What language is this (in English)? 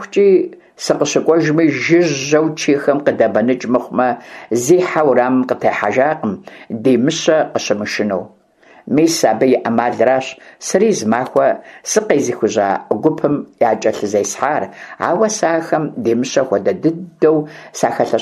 Kabardian